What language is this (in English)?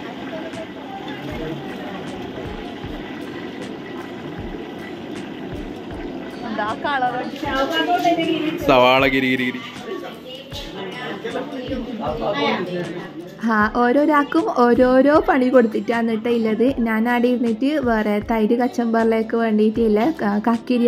Malayalam